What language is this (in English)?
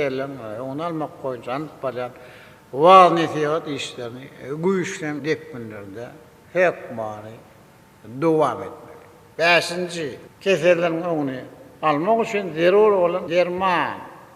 Turkmen